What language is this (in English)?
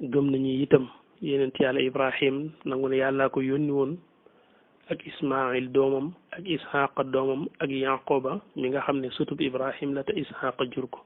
Wolof